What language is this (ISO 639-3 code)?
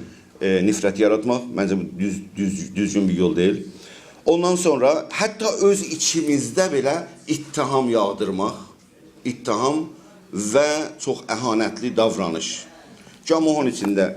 azb